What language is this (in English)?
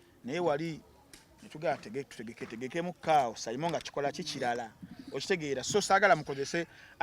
Ganda